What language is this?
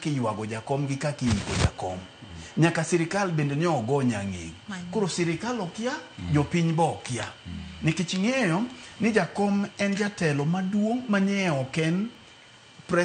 Luo (Kenya and Tanzania)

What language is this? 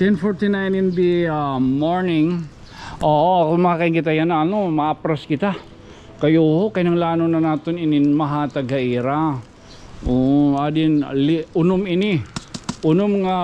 Waray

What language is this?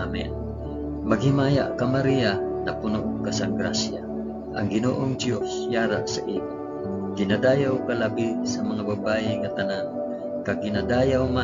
Hiligaynon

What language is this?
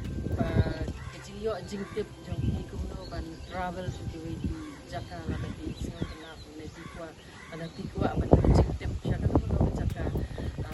Khasi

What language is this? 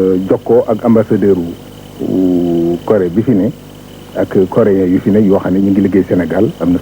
Wolof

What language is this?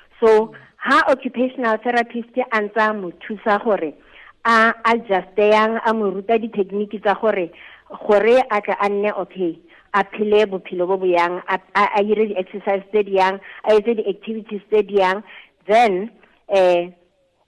Tswana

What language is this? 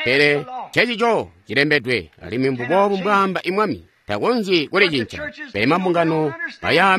Tonga (Zambia)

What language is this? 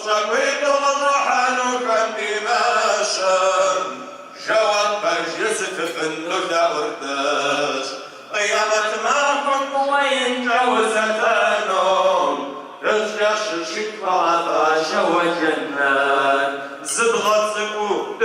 Kabardian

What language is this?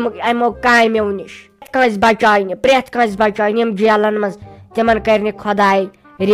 Kashmiri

